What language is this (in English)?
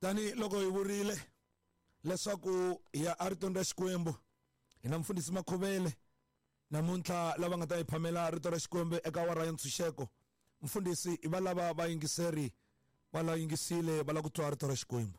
Tsonga